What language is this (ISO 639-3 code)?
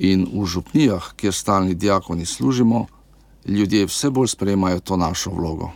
slv